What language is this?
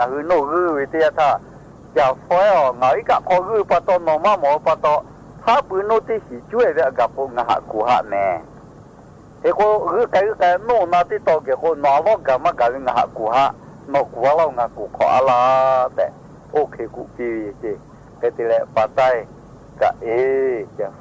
Lahu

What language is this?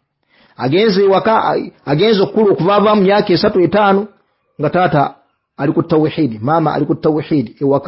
Ganda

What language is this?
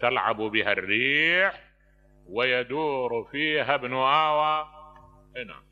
Mesopotamian Arabic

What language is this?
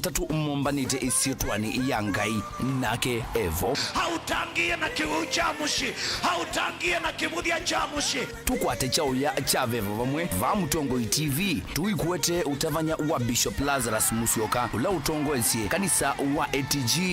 Kamba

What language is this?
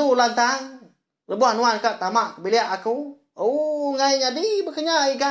Iban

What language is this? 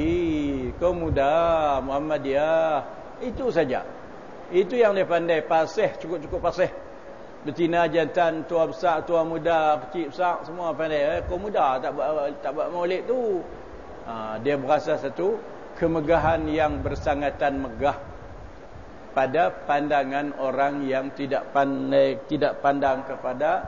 Malay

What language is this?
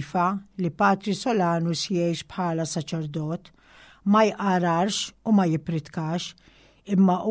Maltese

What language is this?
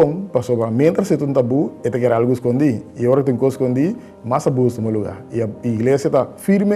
Papiamento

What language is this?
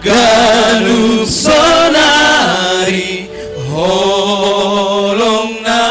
Batak Simalungun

